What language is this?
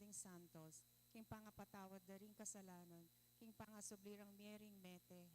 Pampanga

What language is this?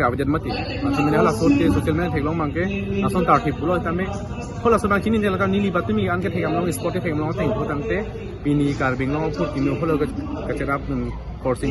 Karbi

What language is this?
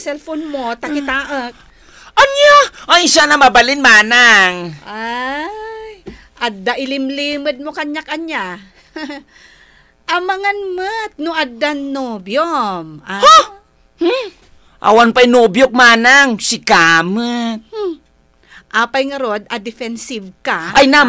Iloko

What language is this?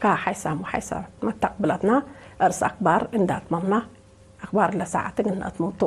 Tigre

